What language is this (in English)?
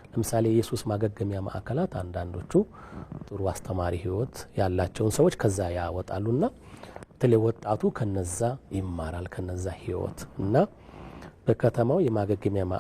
Amharic